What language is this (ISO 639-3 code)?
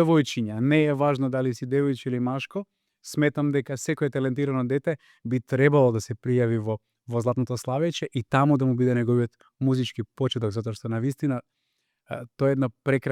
mkd